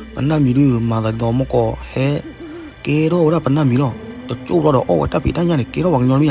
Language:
S'gaw Karen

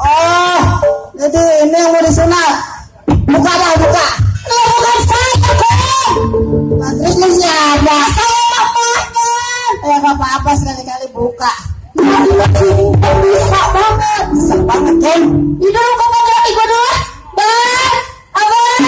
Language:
Betawi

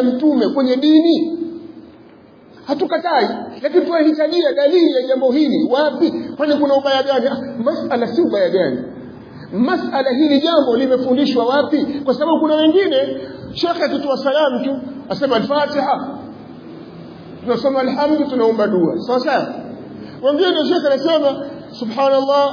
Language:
Swahili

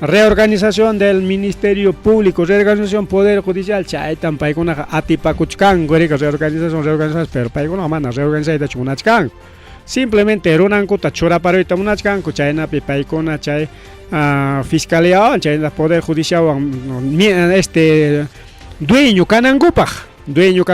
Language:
Ayacucho Quechua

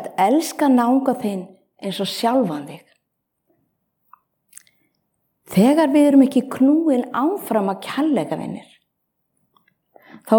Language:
Icelandic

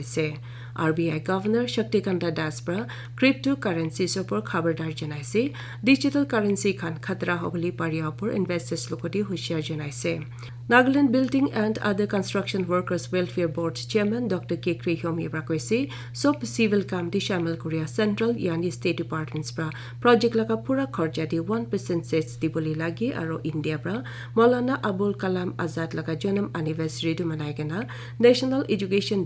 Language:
Naga Pidgin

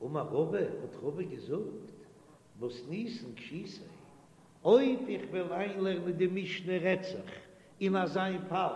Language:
Yiddish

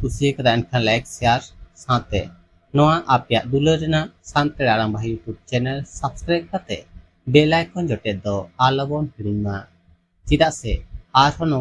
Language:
Santali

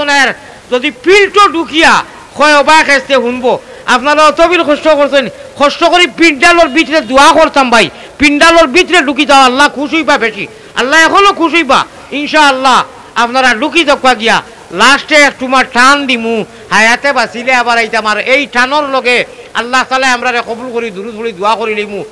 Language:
Sylheti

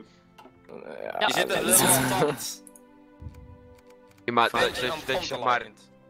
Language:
Dutch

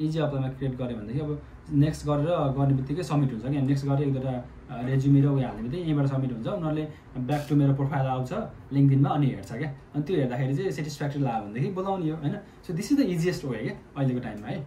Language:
Nepali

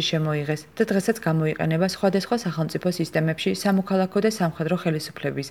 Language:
Georgian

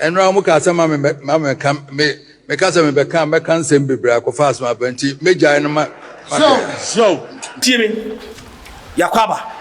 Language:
Akan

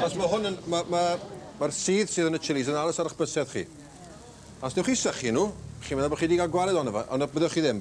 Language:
Welsh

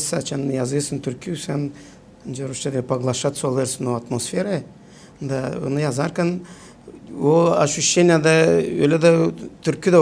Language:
Gagauz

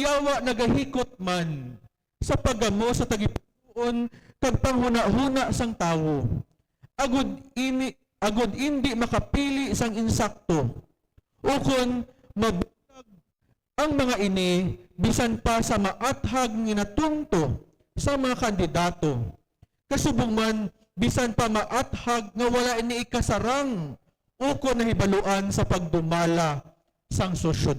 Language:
Hiligaynon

